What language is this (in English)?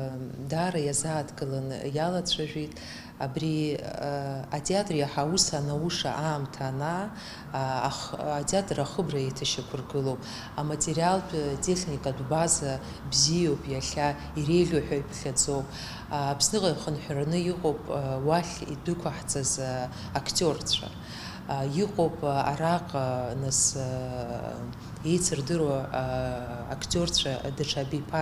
Abkhazian